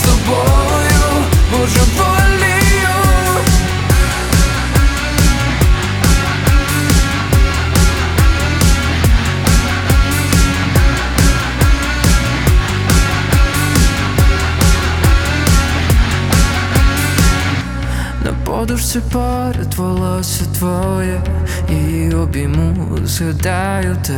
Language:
Ukrainian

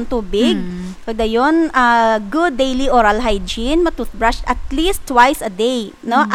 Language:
Hiligaynon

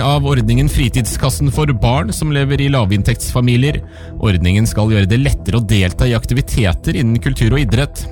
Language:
Norwegian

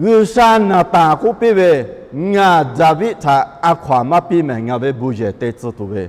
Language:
Lahu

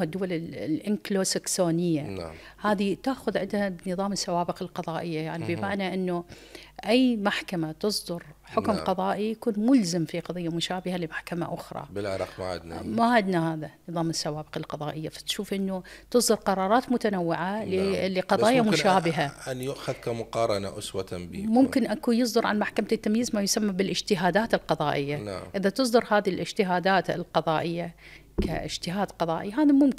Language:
Mesopotamian Arabic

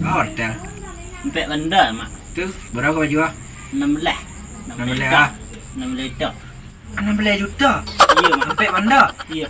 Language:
Minangkabau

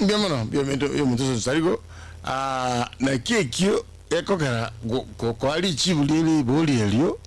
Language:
Gusii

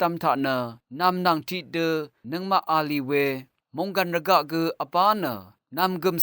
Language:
Rawang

